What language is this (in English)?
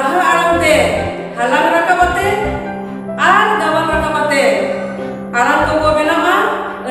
Santali